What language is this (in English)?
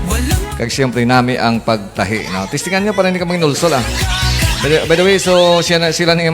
Hiligaynon